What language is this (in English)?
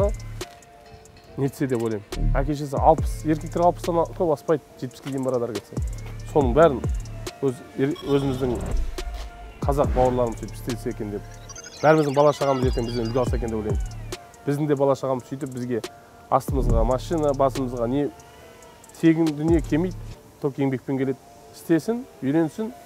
Kazakh